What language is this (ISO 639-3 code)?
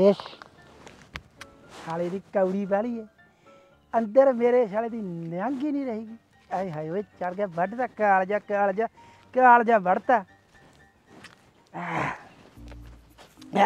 pan